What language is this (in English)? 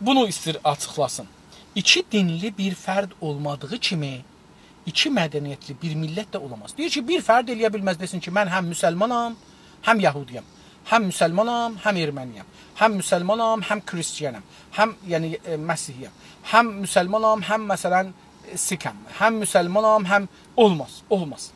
South Azerbaijani